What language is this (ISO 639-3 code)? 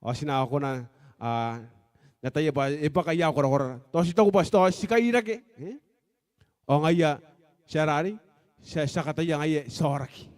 gil